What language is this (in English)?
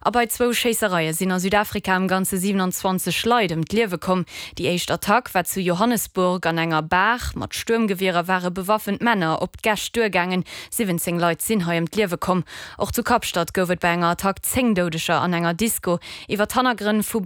Luxembourgish